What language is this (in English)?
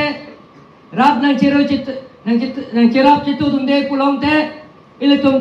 Karbi